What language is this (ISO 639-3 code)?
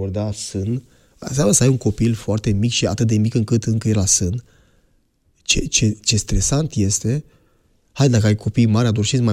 ron